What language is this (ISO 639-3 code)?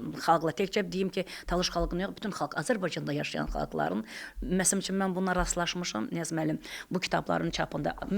aze